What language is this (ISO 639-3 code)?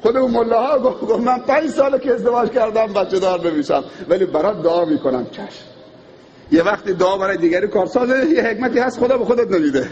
fas